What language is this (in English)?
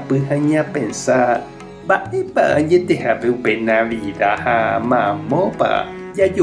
Guarani